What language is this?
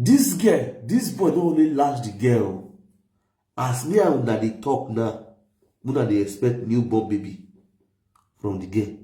Nigerian Pidgin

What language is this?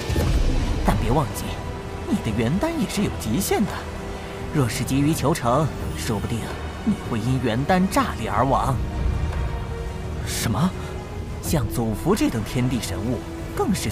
Chinese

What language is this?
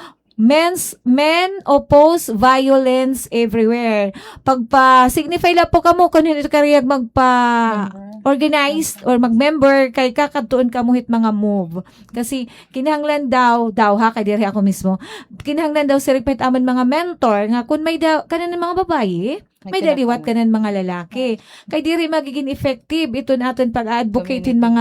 Waray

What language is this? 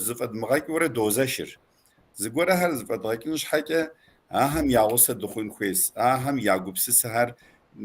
Kabardian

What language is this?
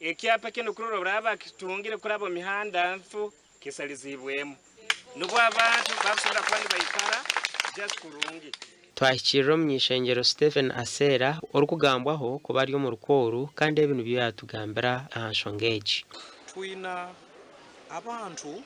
Nyankole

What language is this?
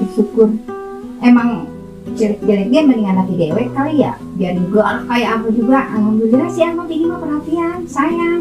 Betawi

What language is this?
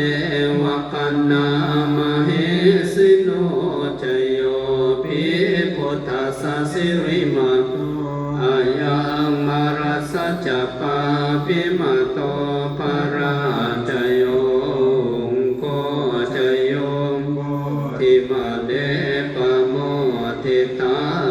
Pali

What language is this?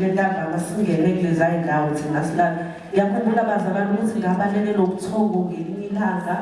Zulu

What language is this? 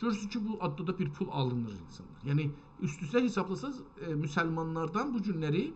South Azerbaijani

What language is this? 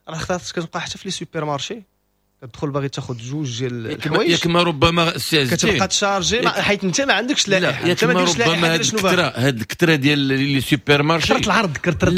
Moroccan Arabic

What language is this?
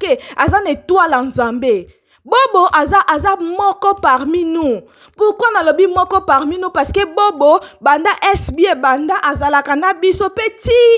Lingala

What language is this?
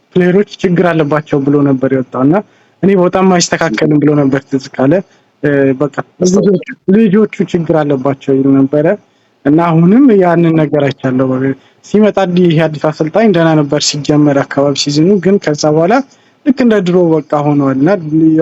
Amharic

